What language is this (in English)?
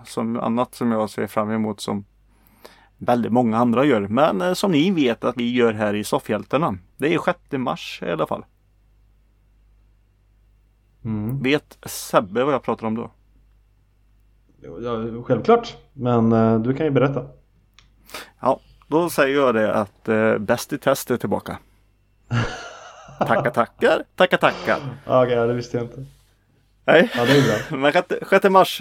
Swedish